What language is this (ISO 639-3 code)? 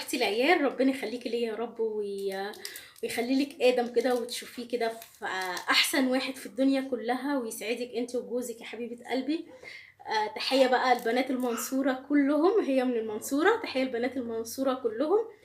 arz